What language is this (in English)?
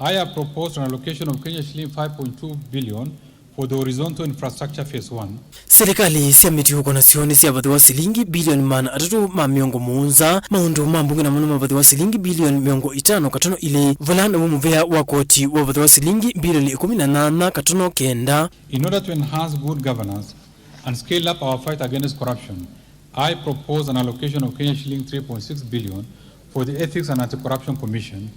Kamba